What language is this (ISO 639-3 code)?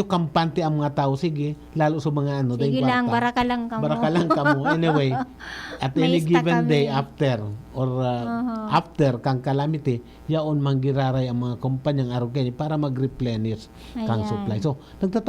bik